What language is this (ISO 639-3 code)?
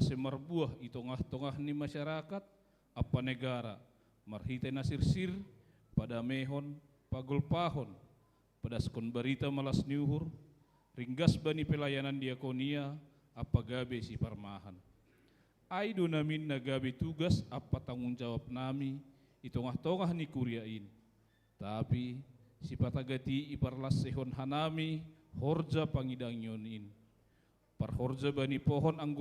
bts